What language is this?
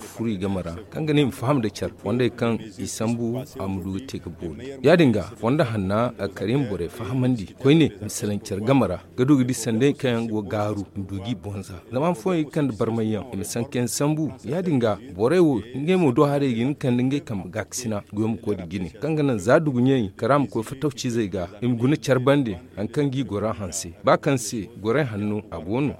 Zarma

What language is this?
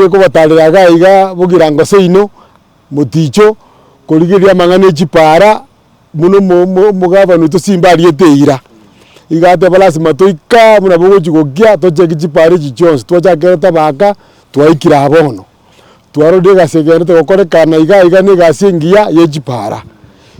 Gusii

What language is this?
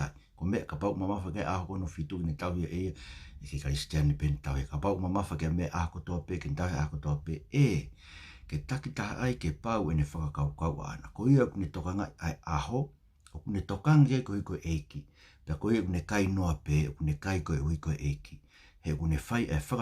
Tongan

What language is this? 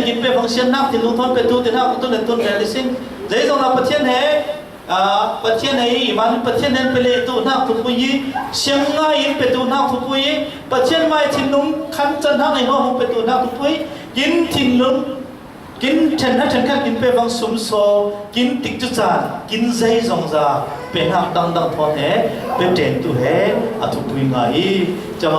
Falam Chin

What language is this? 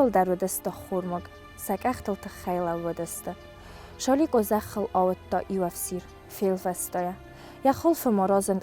Ossetic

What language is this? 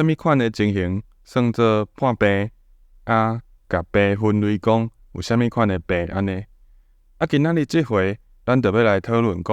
Min Nan Chinese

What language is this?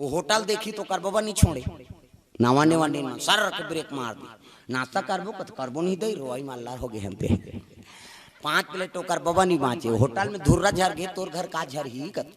Chhattisgarhi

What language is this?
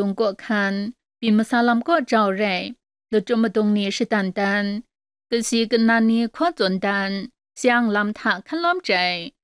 Kachin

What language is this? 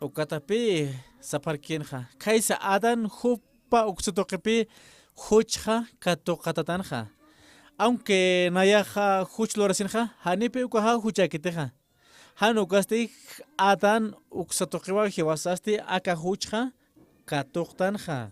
Aymara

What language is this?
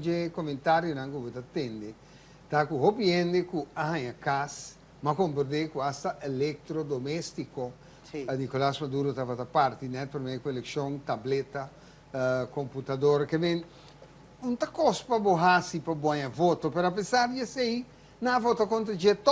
Papiamento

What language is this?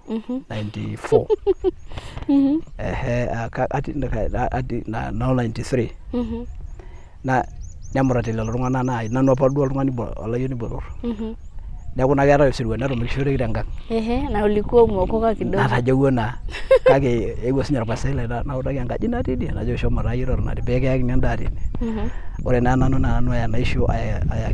Masai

